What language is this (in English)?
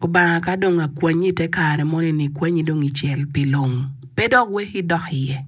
Acoli